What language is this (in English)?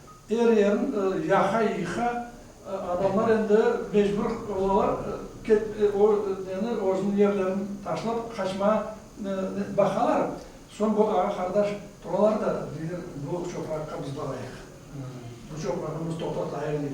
Crimean Tatar